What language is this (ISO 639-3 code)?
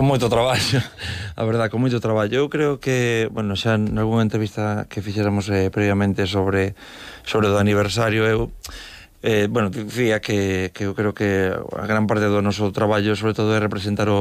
glg